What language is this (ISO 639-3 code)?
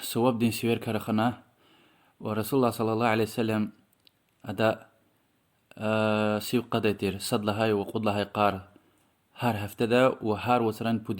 lez